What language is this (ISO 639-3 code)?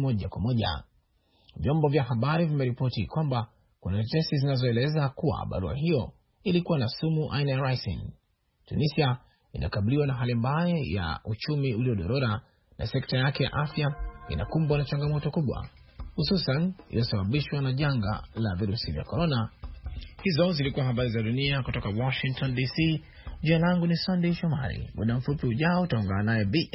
swa